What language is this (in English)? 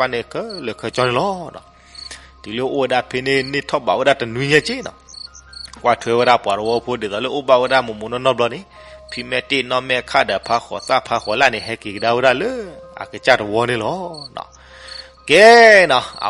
S'gaw Karen